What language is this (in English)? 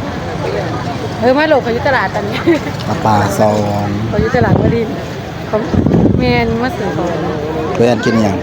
Northeastern Thai